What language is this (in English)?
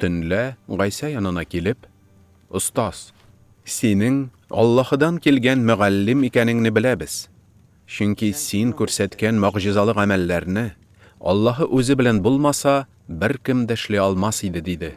Tatar